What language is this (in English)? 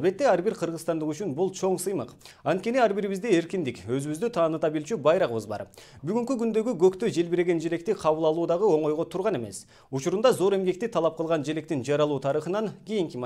Kyrgyz